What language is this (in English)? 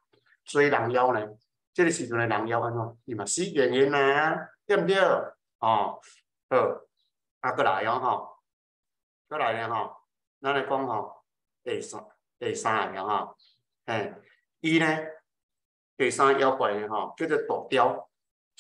Min Nan Chinese